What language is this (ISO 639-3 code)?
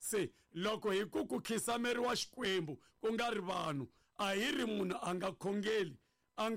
tso